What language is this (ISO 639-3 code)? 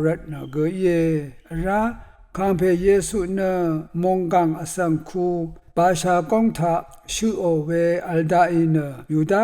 raw